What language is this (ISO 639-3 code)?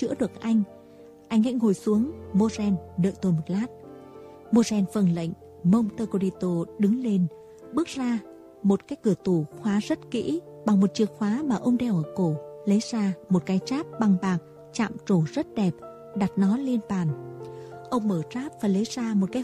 vie